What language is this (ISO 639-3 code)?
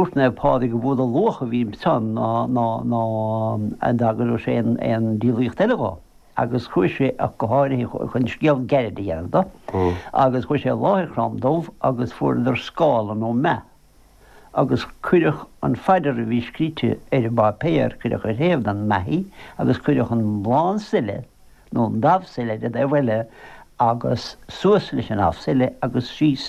gle